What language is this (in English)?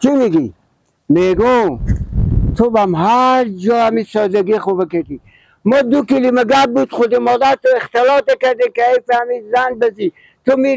Persian